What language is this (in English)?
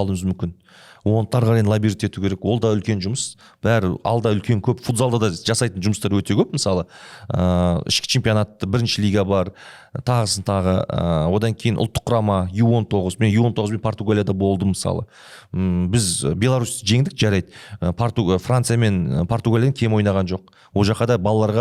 Kazakh